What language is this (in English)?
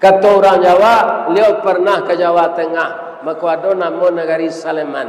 Minangkabau